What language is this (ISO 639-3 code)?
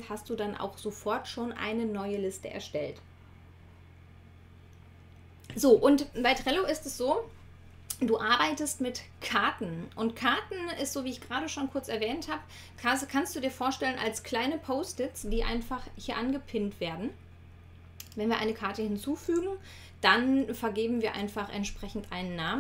deu